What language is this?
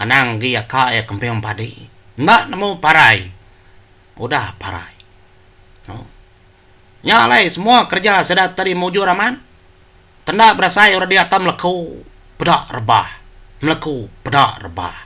Iban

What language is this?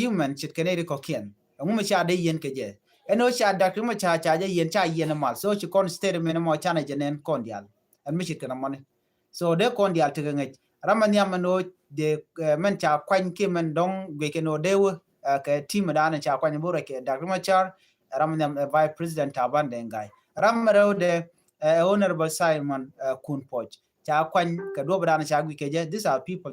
Nuer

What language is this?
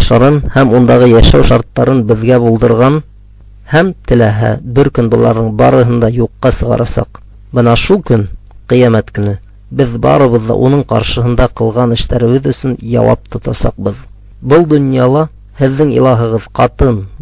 Bashkir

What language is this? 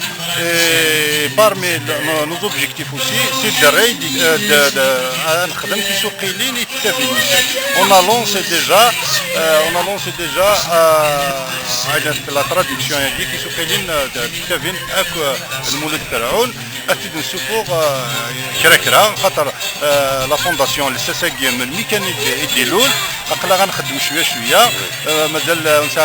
Kabyle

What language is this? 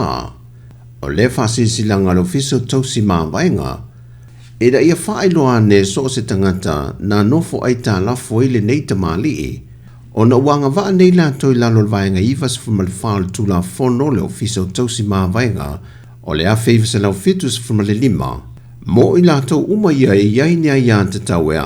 Samoan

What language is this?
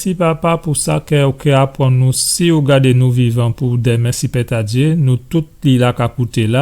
Guadeloupean Creole French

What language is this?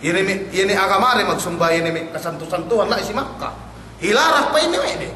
Yakan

